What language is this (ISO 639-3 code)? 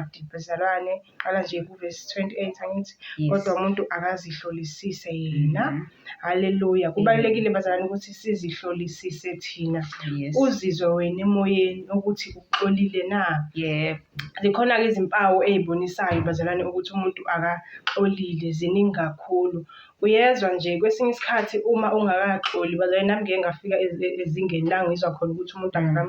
zul